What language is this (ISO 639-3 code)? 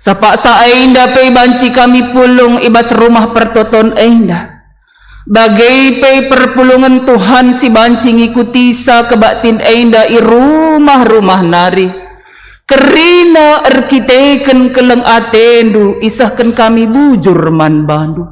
btx